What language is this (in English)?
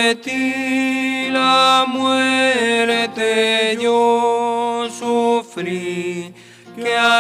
Guarani